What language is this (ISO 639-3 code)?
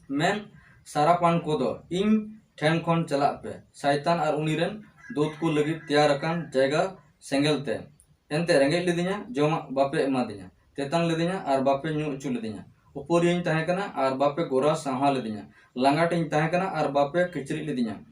sat